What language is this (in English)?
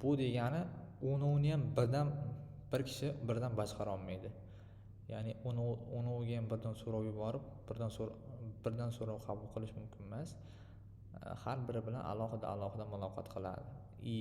Uzbek